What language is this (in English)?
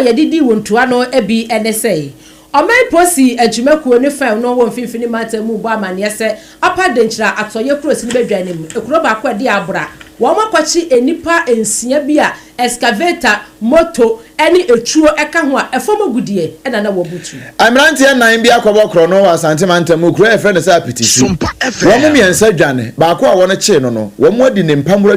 Akan